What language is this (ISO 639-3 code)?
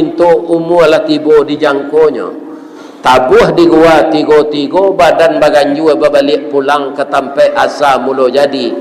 min